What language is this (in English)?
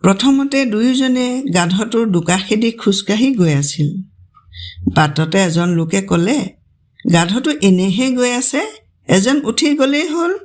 Assamese